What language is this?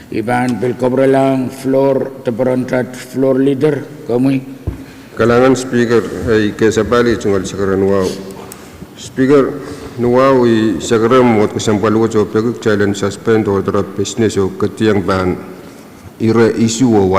Pohnpeian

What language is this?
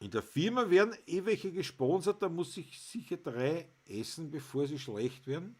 Bavarian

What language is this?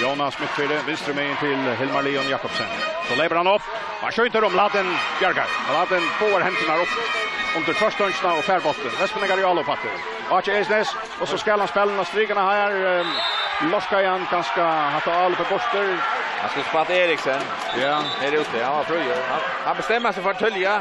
Faroese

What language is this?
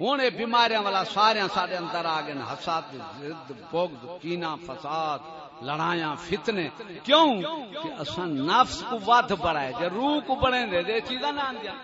Saraiki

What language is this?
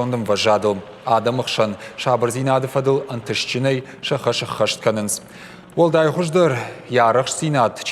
Ossetic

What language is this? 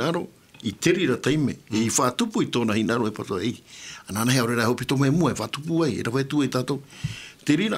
Tahitian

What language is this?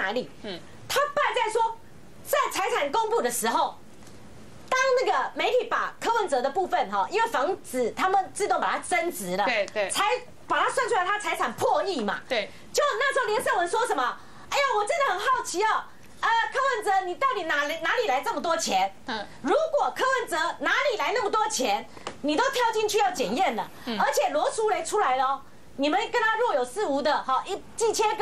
Chinese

